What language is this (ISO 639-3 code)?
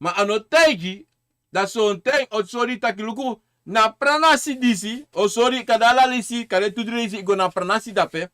srn